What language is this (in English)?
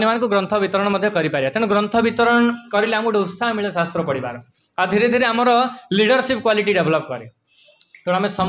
Odia